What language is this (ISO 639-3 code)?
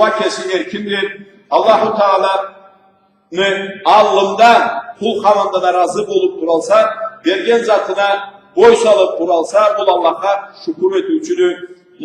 krc